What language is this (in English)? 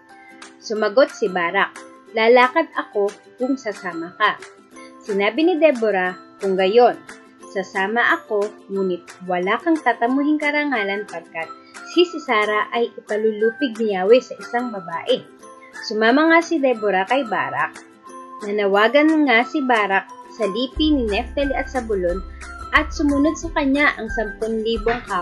Filipino